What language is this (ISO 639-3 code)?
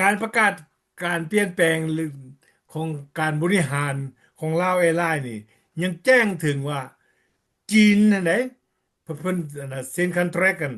lao